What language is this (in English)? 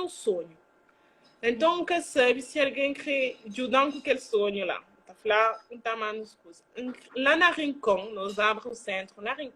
Kabuverdianu